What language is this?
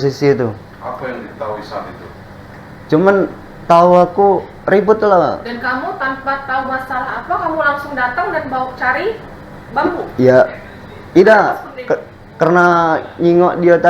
Musi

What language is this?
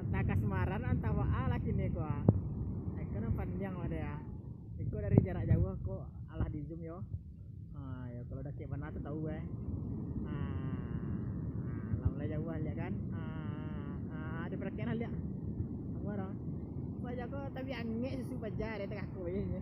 Minangkabau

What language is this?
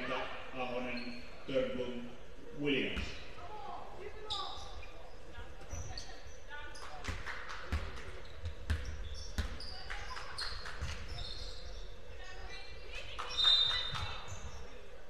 Finnish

